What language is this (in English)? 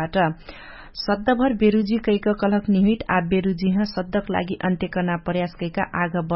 Dangaura Tharu